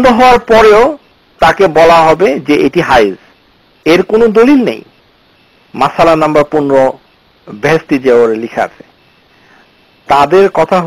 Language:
Bangla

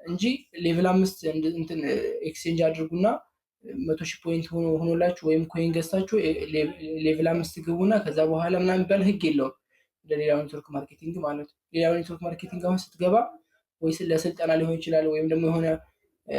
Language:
Amharic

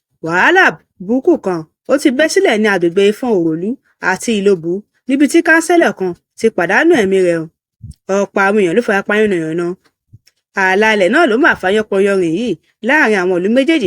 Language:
Yoruba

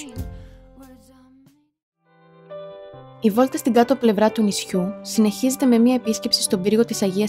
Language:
Greek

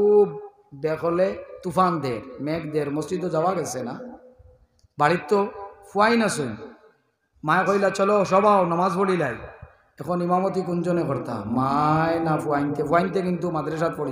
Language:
Sylheti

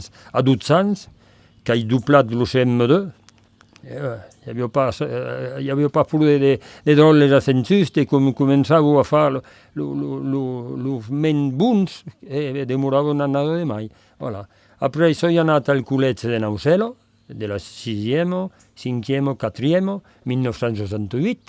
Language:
Occitan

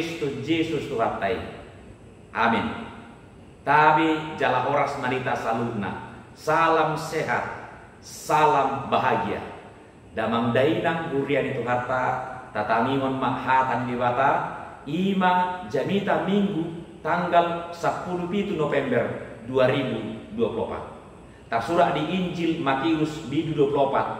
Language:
Batak Toba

